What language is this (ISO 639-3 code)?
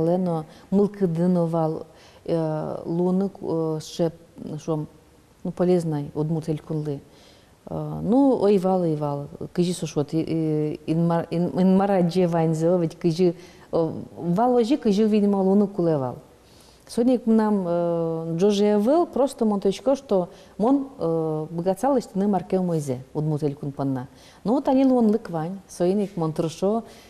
udm